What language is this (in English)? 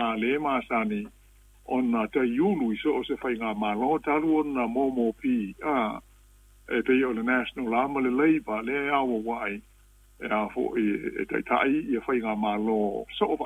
Samoan